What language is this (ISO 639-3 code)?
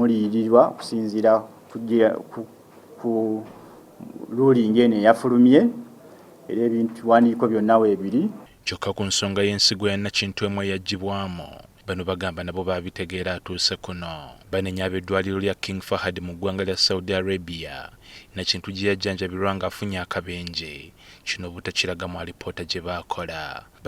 lug